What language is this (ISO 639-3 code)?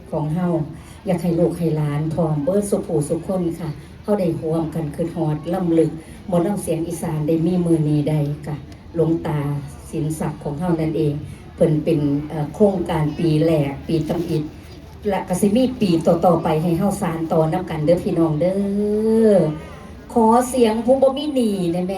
tts